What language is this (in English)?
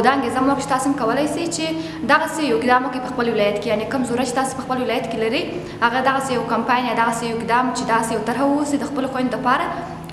Pashto